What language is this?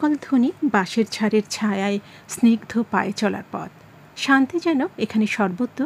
Bangla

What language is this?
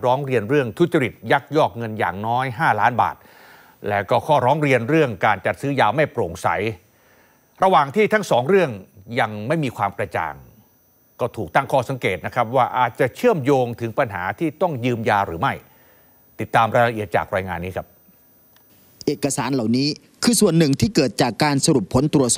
Thai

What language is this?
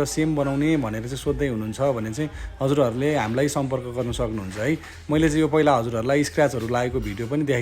Nepali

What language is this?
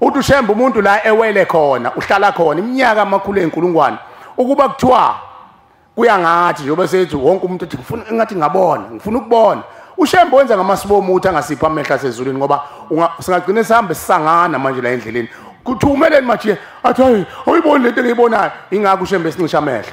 Zulu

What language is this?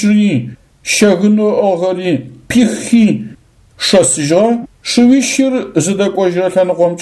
Adyghe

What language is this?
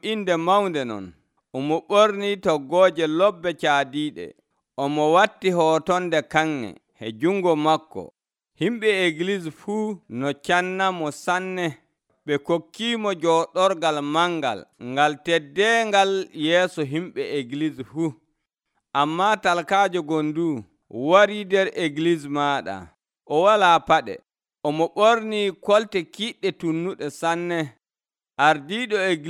Nigerian Fulfulde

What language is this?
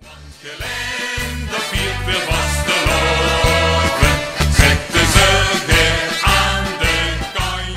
Limburgish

